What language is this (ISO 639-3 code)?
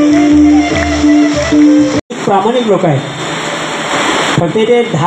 mar